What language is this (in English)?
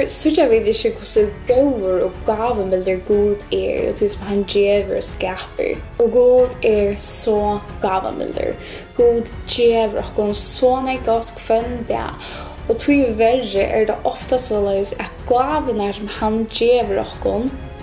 Faroese